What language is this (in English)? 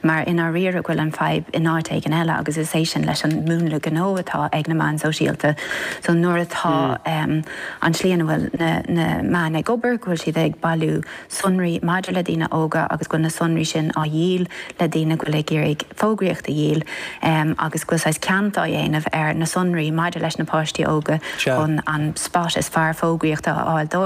Irish